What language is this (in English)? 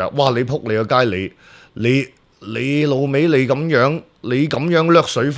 Cantonese